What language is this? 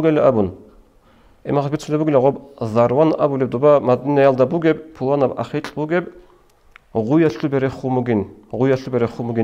Avaric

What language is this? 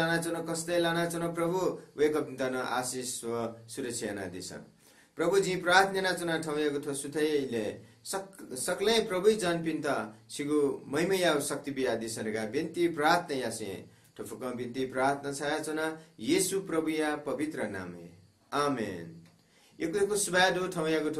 Newari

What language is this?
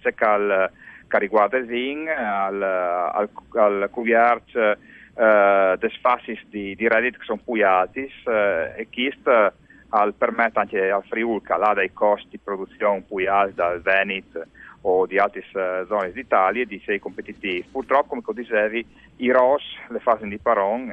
Friulian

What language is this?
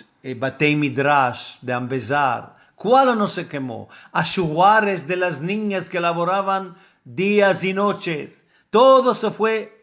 Ladino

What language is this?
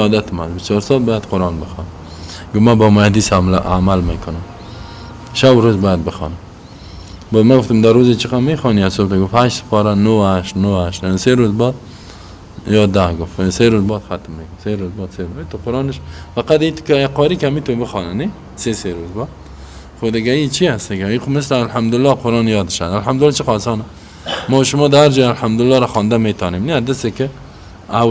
Persian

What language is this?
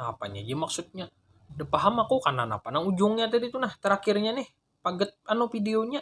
Banjar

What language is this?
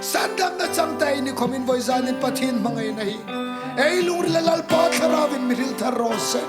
Hmar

